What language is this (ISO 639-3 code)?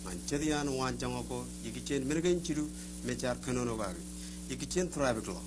mah